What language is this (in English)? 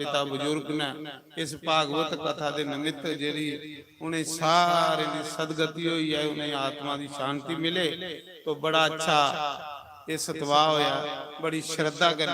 Dogri